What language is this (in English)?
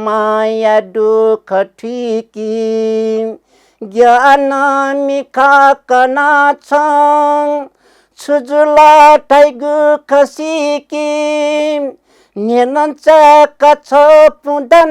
Newari